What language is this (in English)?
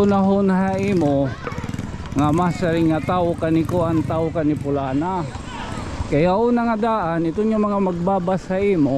Waray